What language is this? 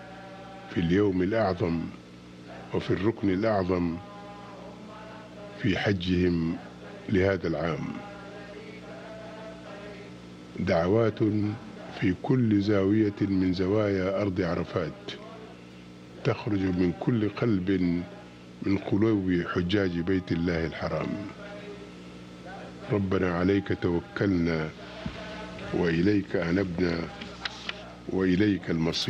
Arabic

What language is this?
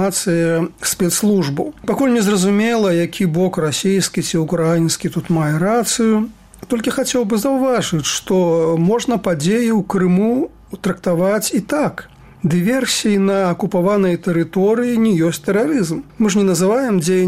Belarusian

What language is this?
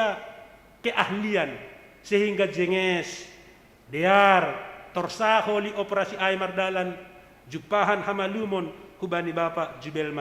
Batak Simalungun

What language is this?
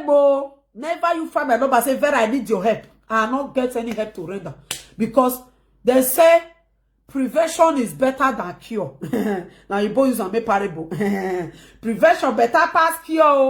Nigerian Pidgin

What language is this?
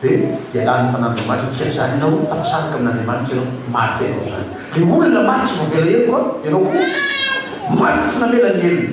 Malagasy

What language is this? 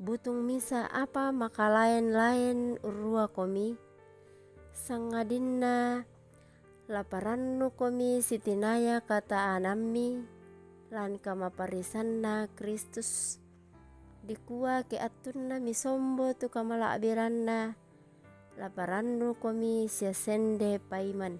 Toraja-Sa'dan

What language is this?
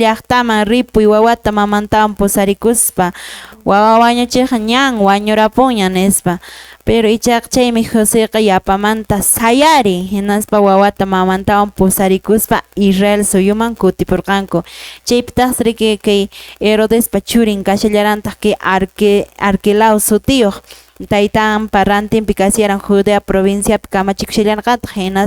Quechua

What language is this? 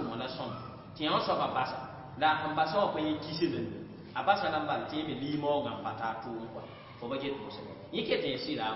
Mossi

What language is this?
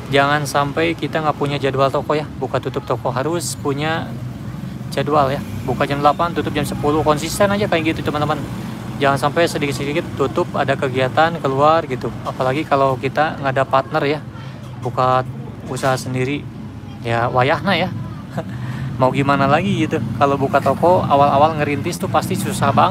Indonesian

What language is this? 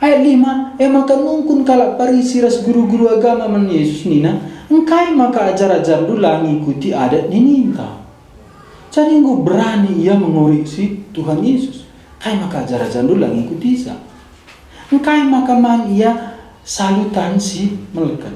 Batak Karo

